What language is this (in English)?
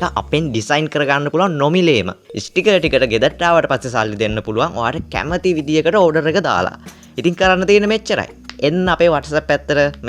Sinhala